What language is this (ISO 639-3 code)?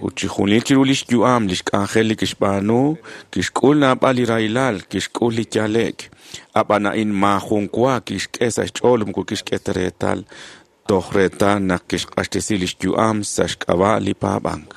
kek